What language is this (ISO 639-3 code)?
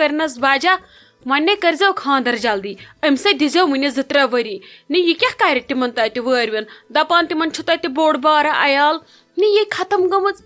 kas